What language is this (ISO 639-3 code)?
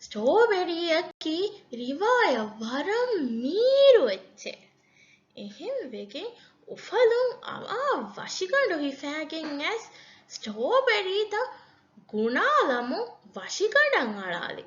div